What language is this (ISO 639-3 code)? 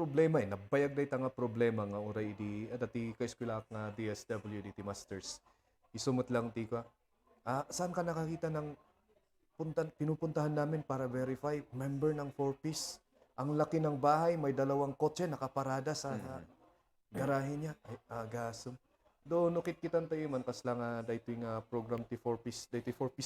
ilo